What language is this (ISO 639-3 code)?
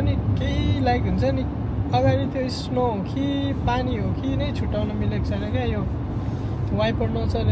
nep